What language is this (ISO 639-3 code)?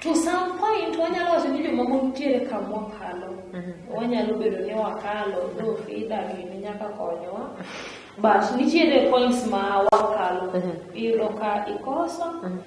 luo